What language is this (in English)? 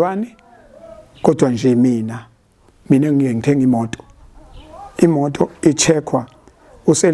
Zulu